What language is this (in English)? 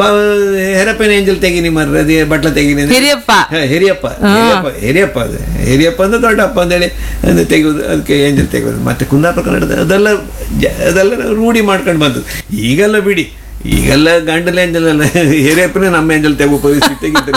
Kannada